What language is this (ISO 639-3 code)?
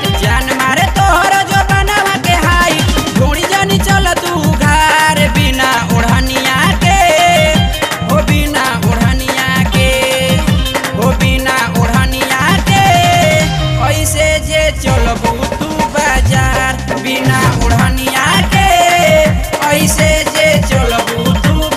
bho